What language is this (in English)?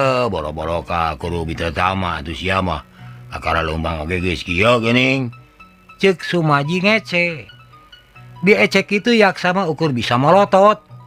Sundanese